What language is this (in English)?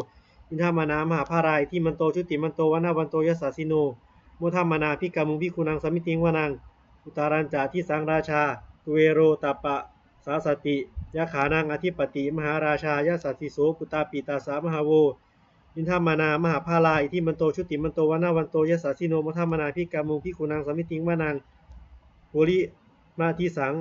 Pali